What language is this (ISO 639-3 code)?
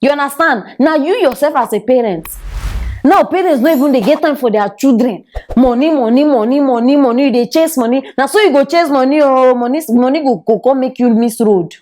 pcm